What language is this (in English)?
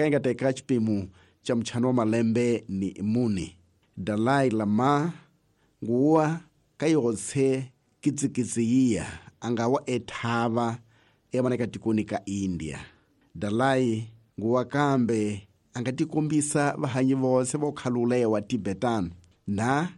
Tsonga